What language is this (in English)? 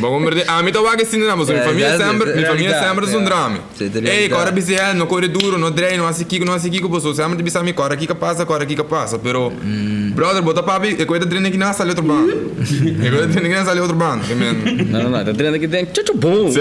Papiamento